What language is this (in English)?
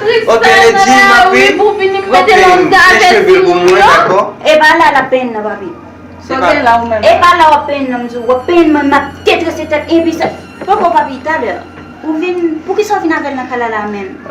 Haitian Creole